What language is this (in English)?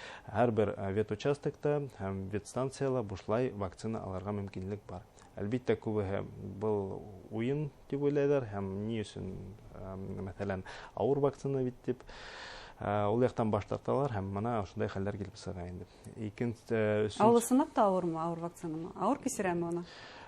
Bashkir